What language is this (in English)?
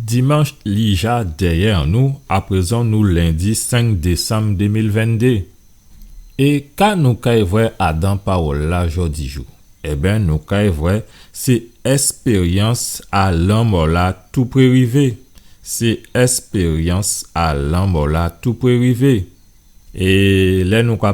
Guadeloupean Creole French